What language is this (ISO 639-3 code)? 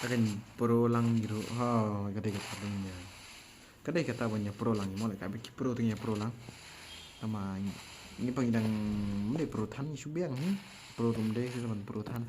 kha